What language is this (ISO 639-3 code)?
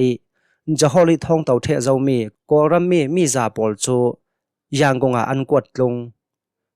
cnh